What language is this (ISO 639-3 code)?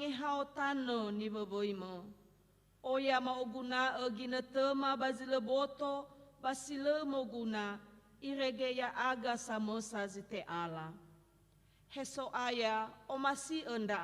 nia